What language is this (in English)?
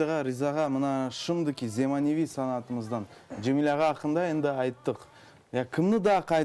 Crimean Tatar